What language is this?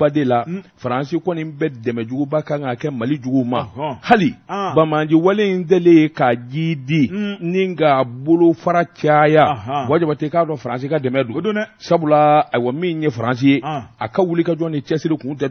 Bambara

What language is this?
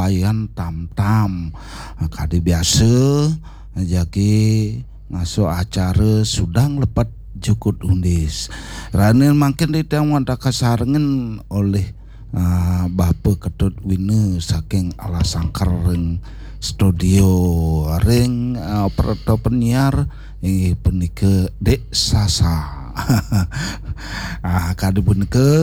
Balinese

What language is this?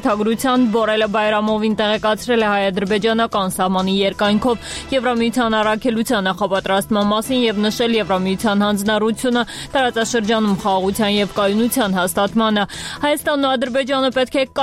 Armenian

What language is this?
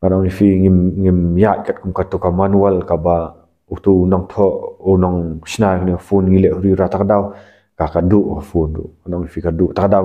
Khasi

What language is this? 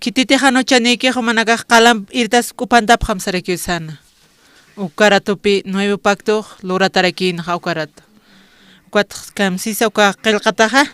Aymara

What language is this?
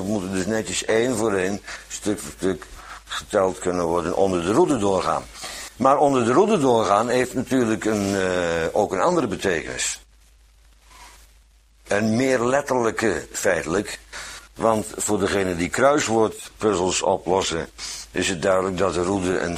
Dutch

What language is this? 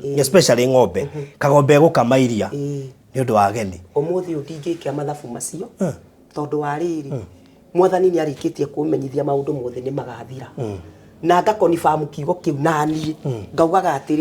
Kikuyu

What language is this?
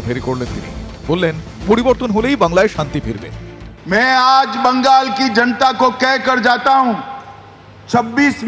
Bangla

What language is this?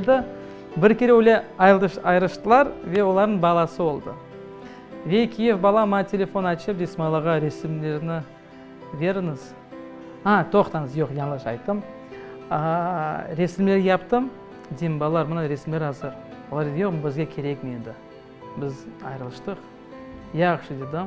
Crimean Tatar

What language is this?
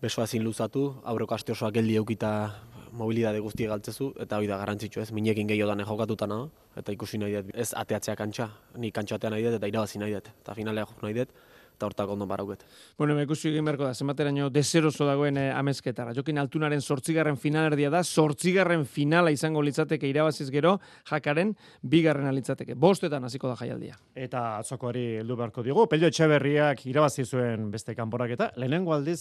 Basque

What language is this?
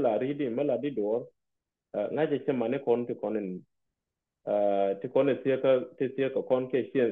Nuer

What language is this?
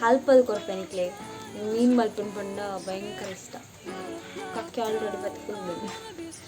Tulu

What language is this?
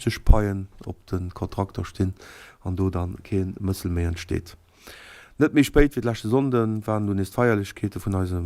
Luxembourgish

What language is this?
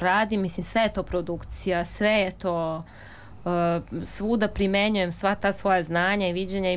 Serbian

